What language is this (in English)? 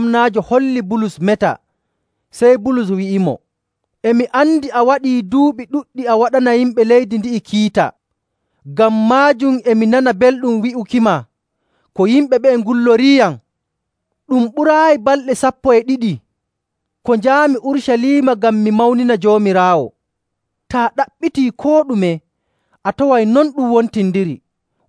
Nigerian Fulfulde